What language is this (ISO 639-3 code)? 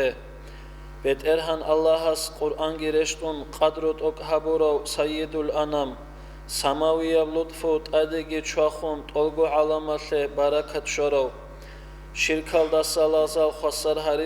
ava